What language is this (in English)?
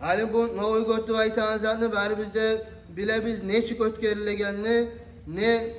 Kumyk